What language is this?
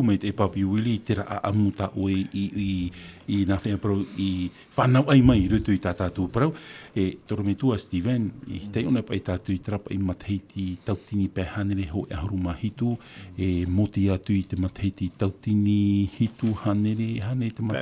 Tahitian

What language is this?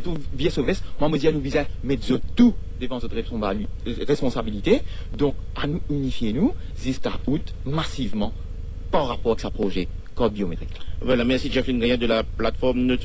Morisyen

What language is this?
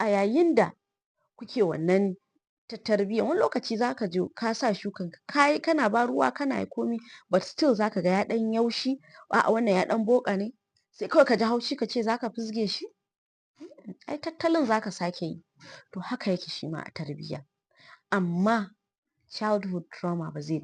Hausa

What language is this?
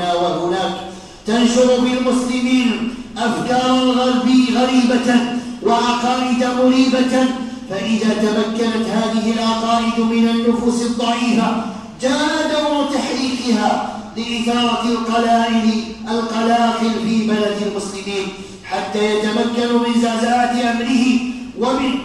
Arabic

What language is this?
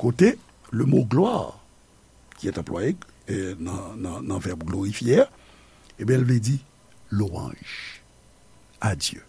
Haitian Creole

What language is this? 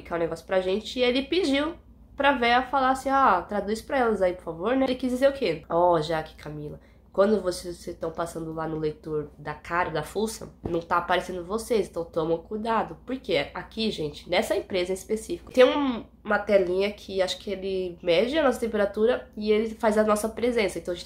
Portuguese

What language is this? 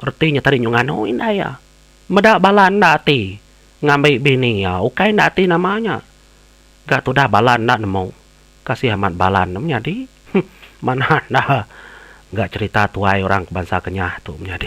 Iban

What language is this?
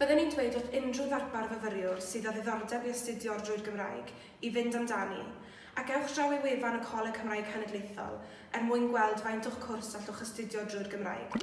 Welsh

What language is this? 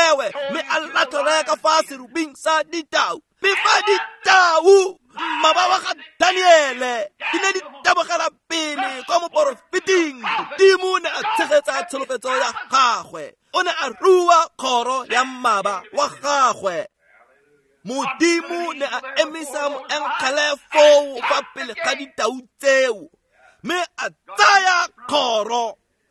Tswana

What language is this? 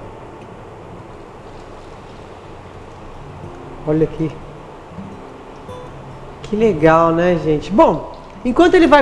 Portuguese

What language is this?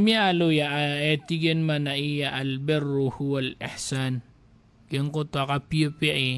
Maranao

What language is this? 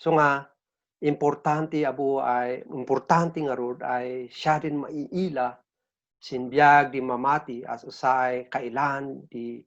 Kankanaey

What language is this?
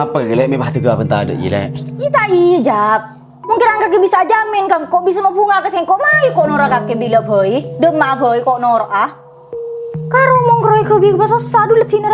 Madurese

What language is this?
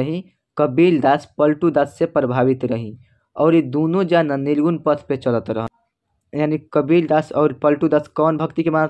Bhojpuri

